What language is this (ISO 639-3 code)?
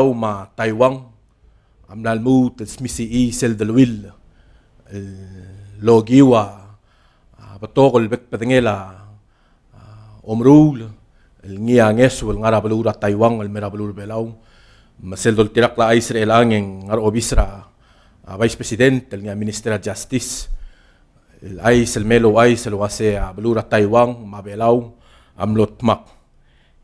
pau